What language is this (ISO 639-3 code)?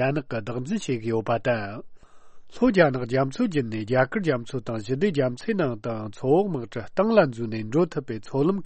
bod